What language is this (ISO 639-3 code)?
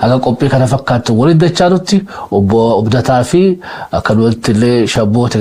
orm